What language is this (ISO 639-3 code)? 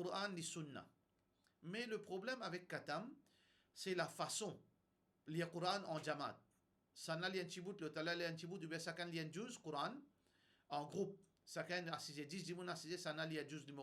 mfe